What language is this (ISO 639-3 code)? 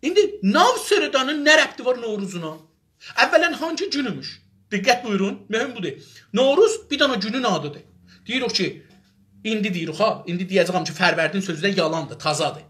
azb